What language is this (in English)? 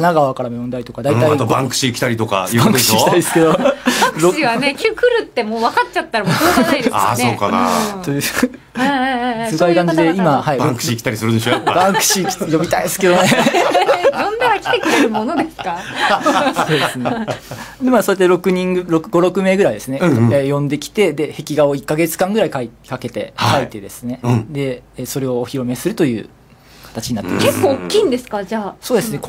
Japanese